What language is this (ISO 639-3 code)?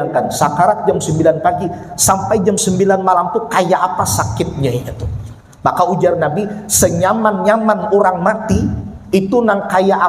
bjn